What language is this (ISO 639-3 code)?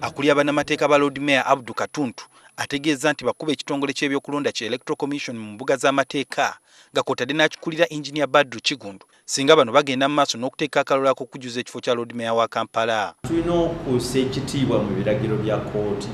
lug